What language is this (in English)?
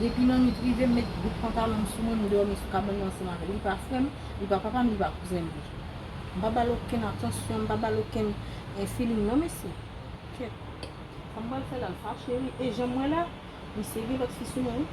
Haitian Creole